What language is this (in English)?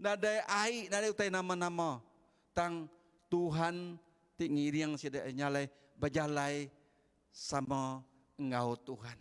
Iban